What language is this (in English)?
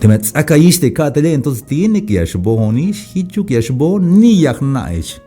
Tzeltal